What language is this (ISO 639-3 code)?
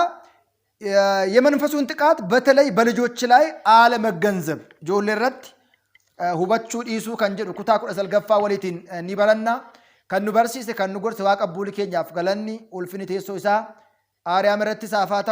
orm